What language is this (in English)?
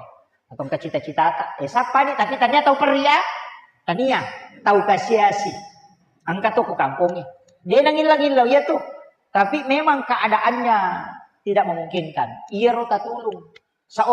Buginese